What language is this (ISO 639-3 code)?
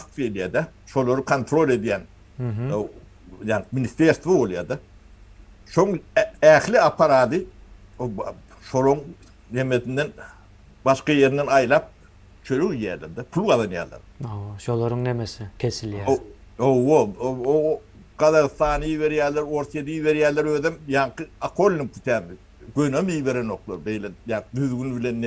tuk